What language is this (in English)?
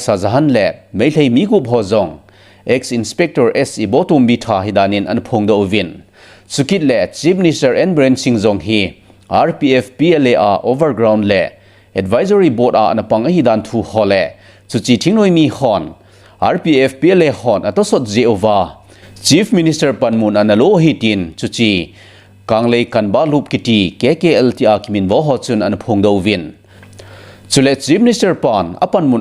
Thado Chin